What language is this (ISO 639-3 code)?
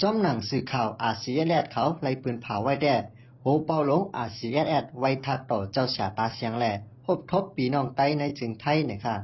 shn